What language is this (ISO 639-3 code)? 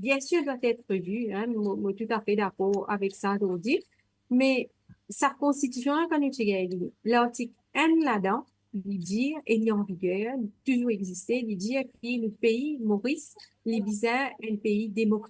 mfe